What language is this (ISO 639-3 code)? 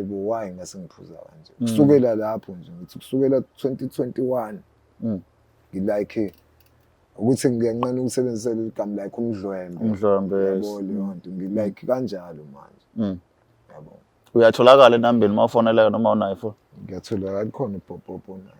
zul